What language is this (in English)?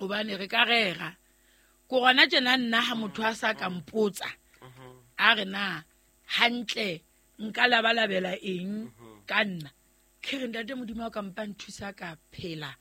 Southern Sotho